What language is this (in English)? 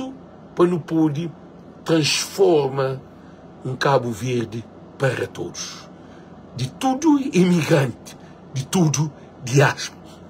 Kabuverdianu